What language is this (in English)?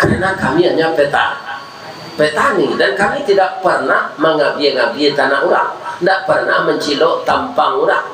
Minangkabau